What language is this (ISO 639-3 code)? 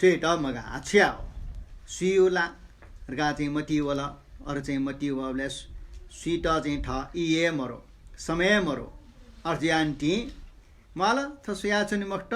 new